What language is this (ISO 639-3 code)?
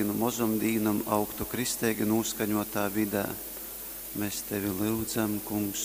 ltg